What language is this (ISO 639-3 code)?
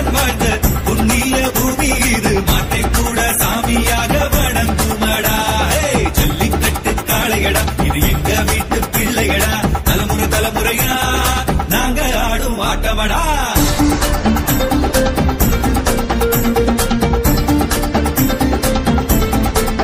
tam